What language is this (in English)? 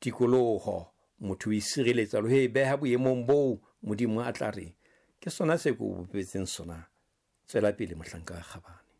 Southern Sotho